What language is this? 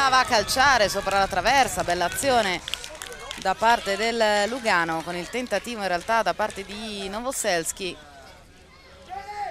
Italian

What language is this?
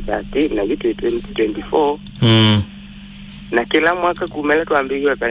Kamba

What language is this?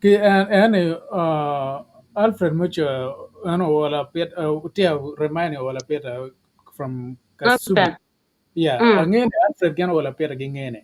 Acoli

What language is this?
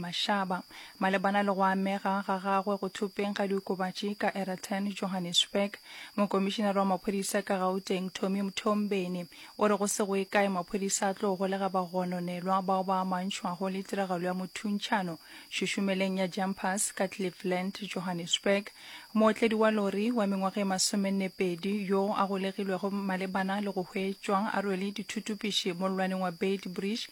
Northern Sotho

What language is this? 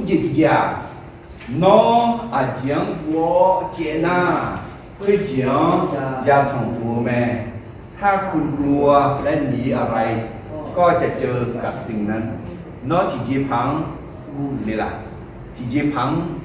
Akha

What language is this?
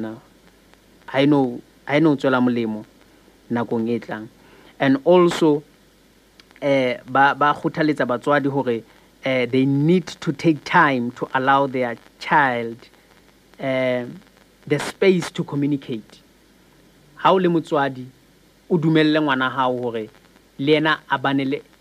Southern Sotho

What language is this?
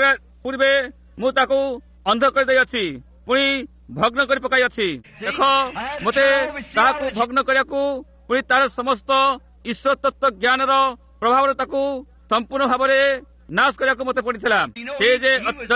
Odia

